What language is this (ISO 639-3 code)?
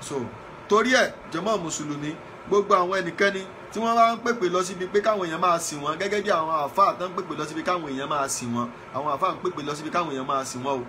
yor